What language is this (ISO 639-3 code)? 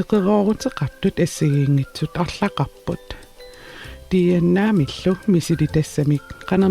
kal